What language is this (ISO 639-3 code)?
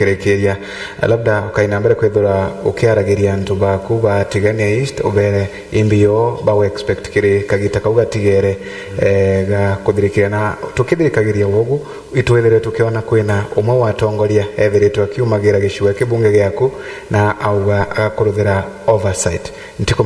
mer